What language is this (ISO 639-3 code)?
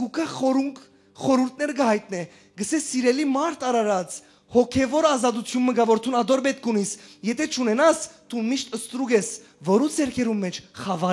hyw